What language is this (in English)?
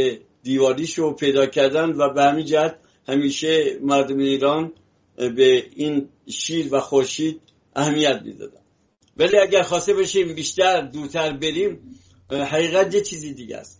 Persian